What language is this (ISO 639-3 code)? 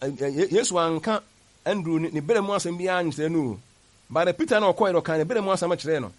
aka